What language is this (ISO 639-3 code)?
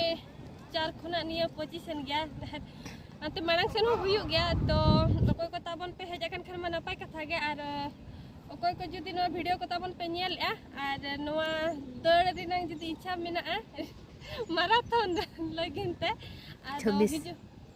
sat